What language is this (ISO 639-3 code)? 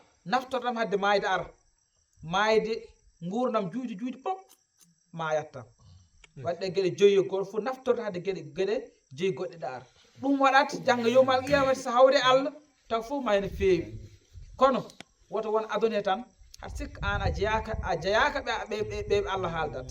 ful